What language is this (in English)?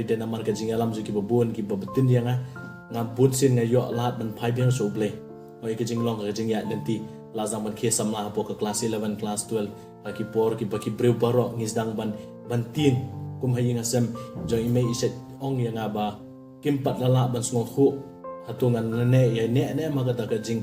Khasi